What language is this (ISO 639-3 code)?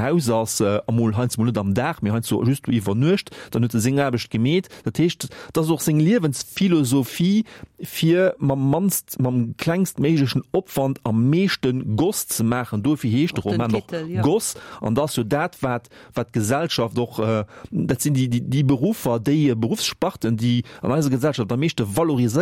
ltz